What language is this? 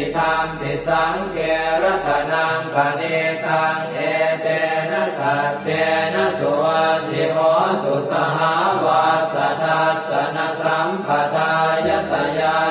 Pali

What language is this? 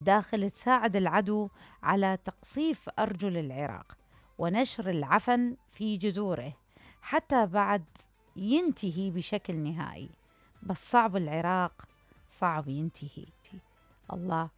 Mesopotamian Arabic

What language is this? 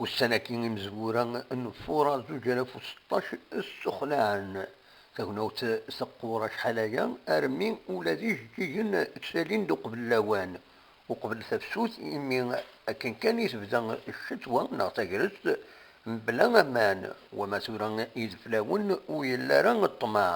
Kabyle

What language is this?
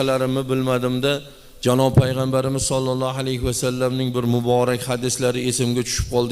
Uzbek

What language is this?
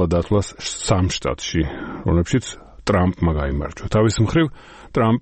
Georgian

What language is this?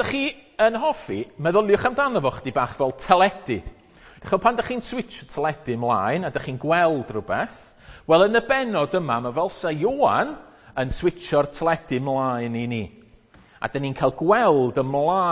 Welsh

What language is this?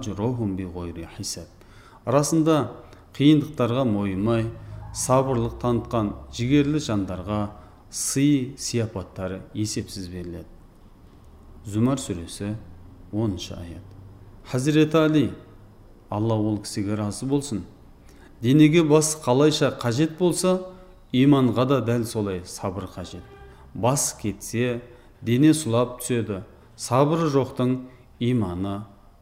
Kazakh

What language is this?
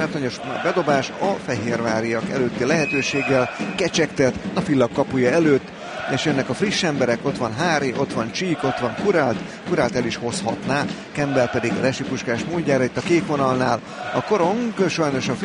Hungarian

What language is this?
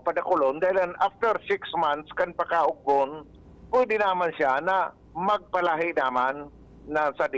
Bikol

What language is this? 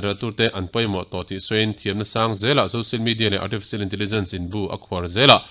Mizo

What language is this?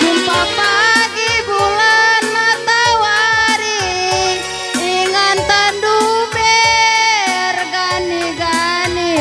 Batak Karo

